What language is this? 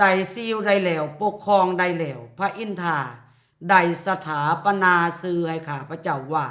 Lao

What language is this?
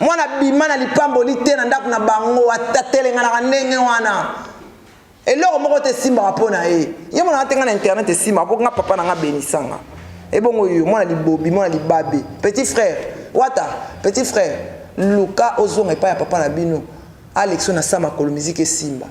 Lingala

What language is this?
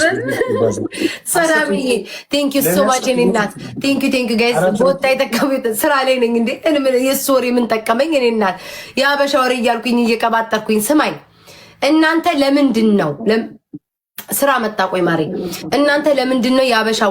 Amharic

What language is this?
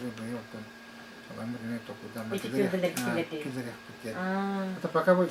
Yakut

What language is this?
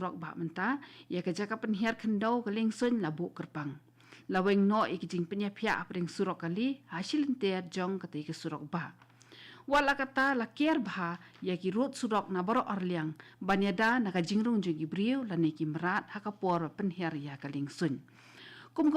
Khasi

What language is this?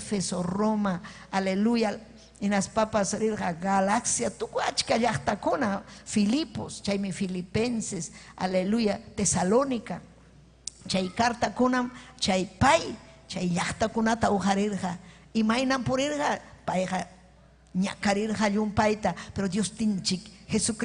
Ayacucho Quechua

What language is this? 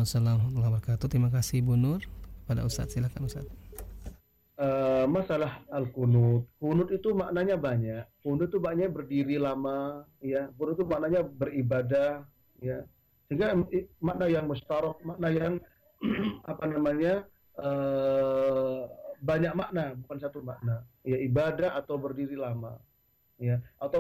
Indonesian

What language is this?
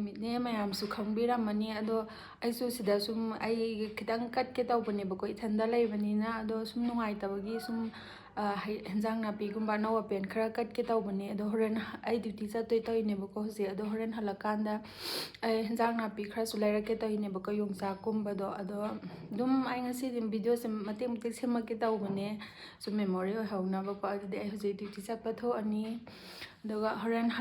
Manipuri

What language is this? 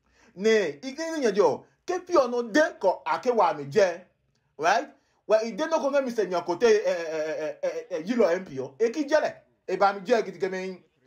Adangme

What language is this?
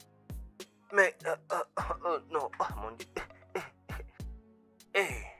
French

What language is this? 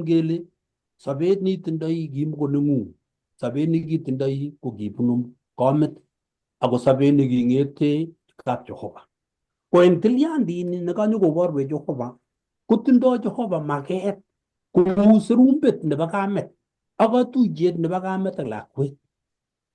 Kalenjin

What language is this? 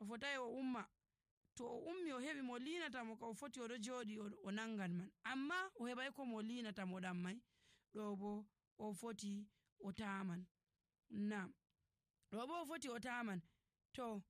Nigerian Fulfulde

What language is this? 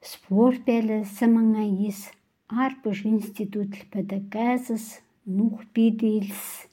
Khanty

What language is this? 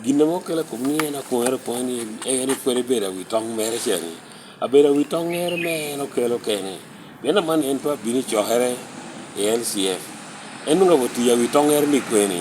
Lango (Uganda)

